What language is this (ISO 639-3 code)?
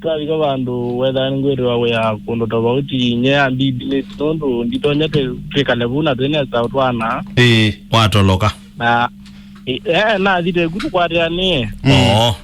kam